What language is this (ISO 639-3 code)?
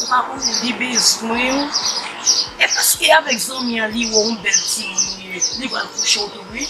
hat